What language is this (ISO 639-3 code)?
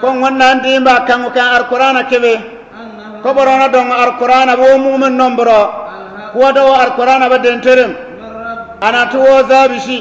bib